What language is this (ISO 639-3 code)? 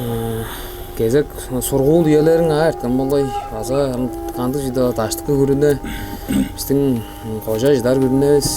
tyv